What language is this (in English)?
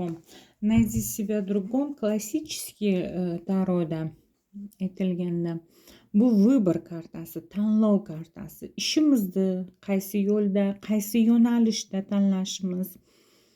Uzbek